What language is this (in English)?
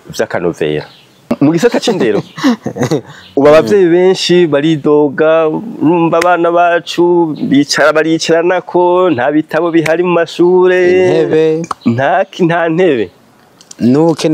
Rundi